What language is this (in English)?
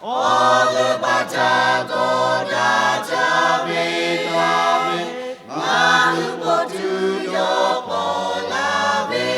Lahu